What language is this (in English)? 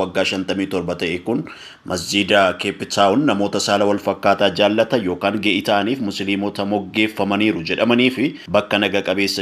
Oromo